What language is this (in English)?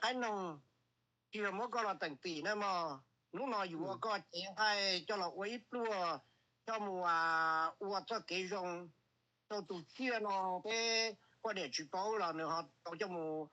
Hmong